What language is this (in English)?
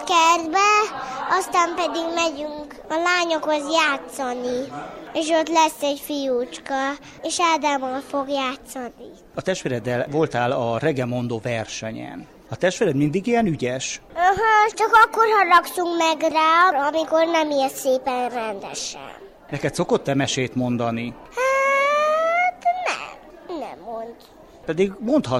Hungarian